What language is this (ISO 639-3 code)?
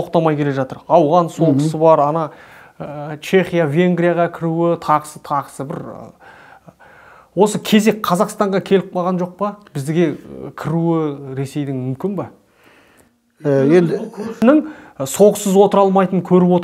kaz